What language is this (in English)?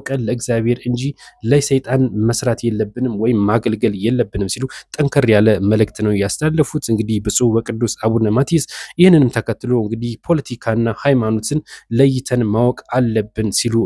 Amharic